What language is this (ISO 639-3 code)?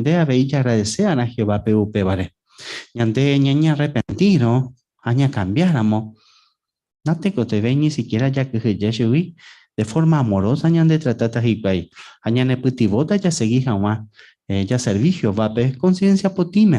grn